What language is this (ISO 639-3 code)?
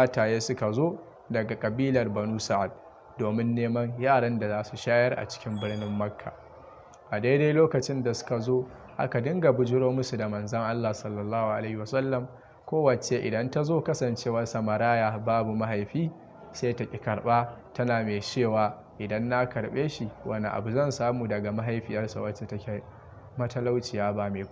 hau